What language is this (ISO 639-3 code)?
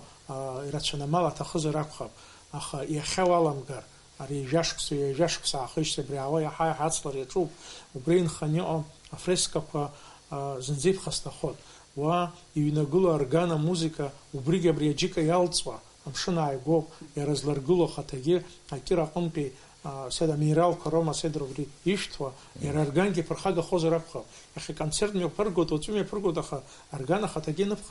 abk